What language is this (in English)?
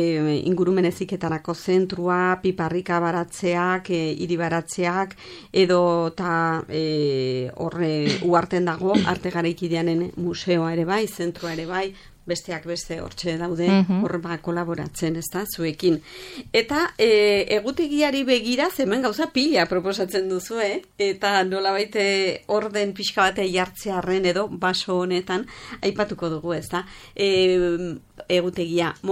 Basque